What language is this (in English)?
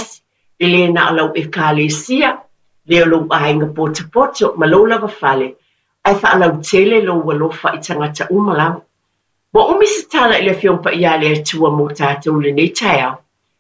Samoan